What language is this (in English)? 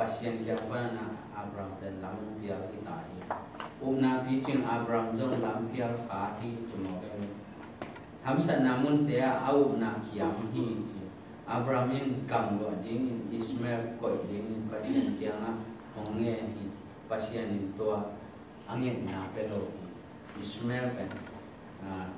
Tedim Chin